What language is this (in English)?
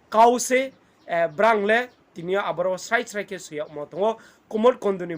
Riang (India)